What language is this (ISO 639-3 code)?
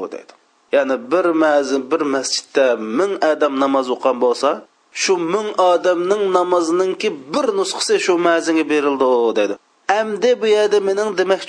uig